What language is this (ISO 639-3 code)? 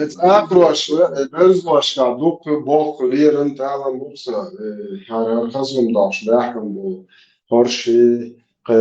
che